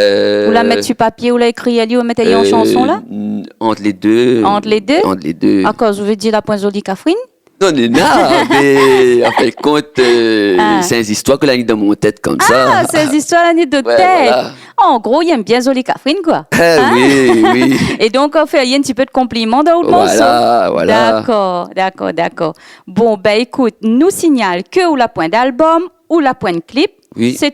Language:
Réunion Creole French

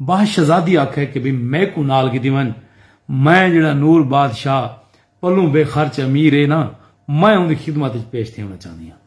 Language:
Saraiki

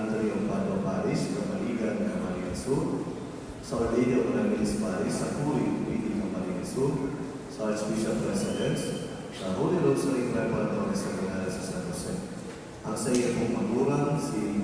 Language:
Bikol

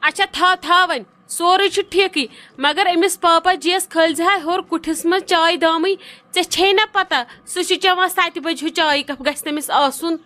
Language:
Kashmiri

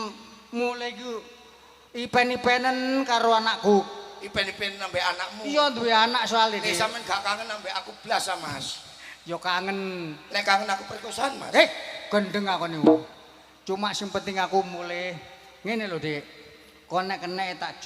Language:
Javanese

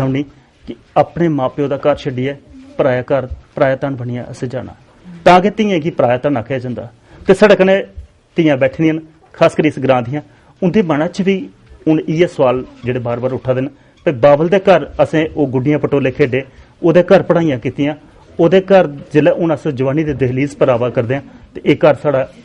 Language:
Dogri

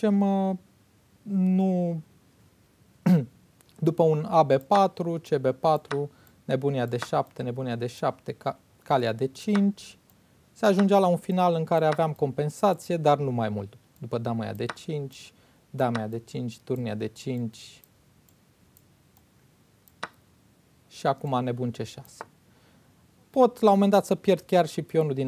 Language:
Romanian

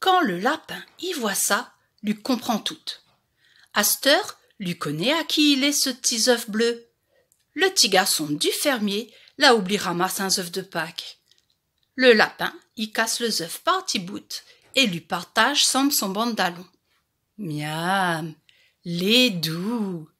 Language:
Réunion Creole French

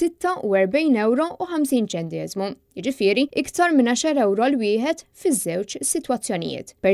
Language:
Maltese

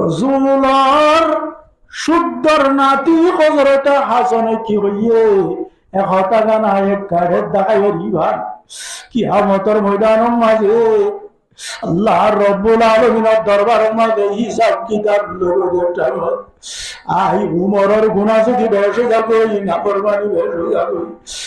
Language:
Rohingya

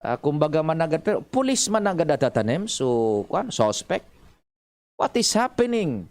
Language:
Bikol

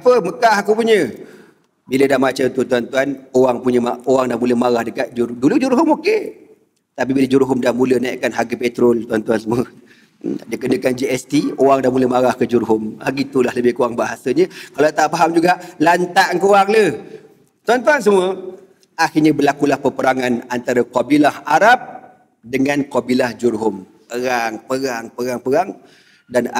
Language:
Malay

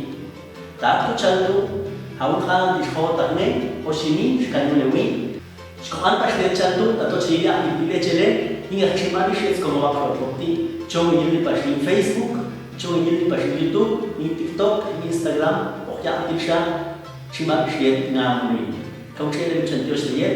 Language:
Popti'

